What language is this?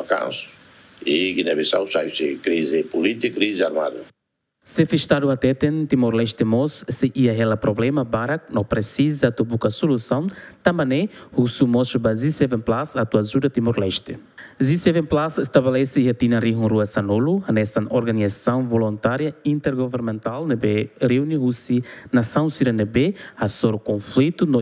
Tetum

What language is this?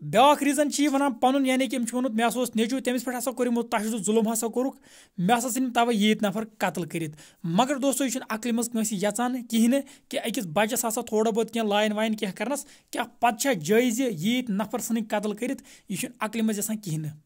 Kashmiri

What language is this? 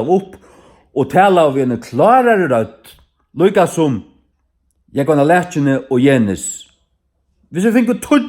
Faroese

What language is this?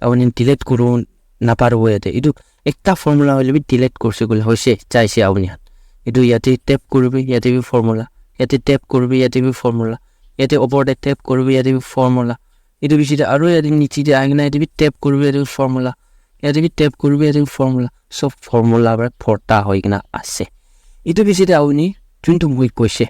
Naga Pidgin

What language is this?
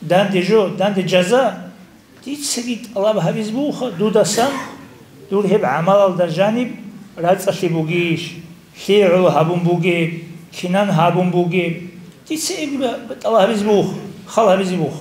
Avaric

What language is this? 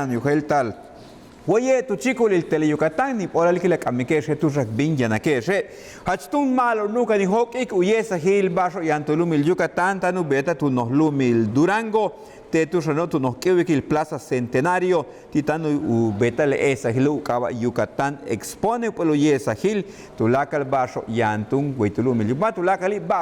Yucateco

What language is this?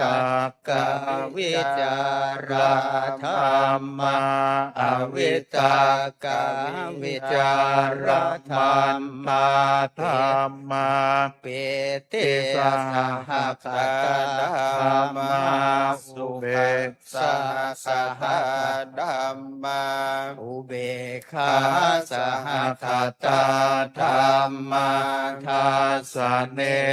Pali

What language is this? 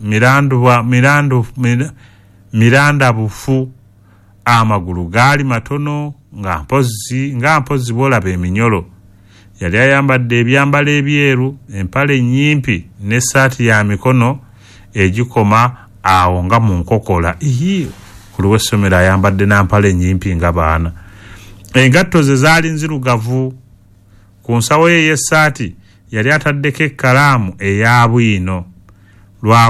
Ganda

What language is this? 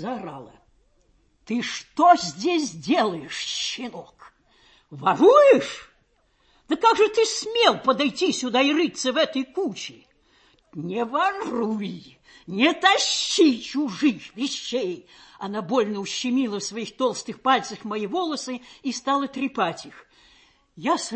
Russian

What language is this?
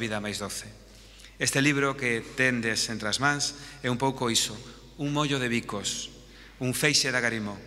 Galician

